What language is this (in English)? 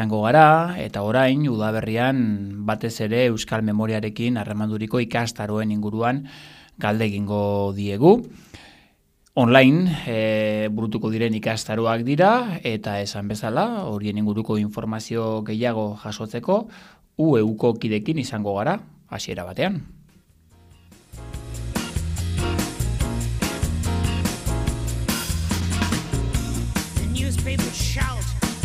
Basque